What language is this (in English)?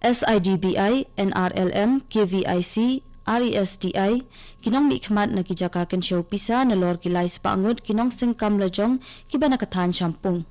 Khasi